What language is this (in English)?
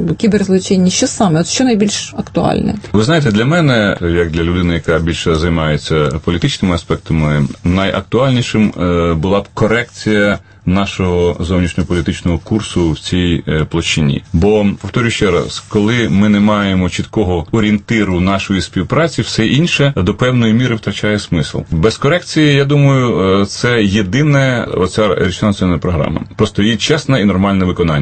Ukrainian